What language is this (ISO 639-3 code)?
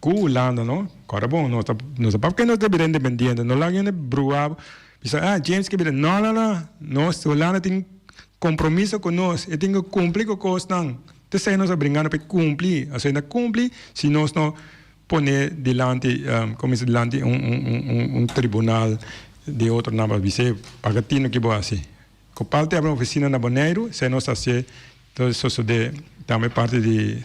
pap